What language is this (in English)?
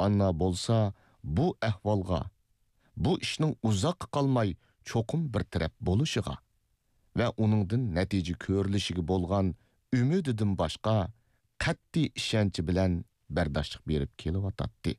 Uyghur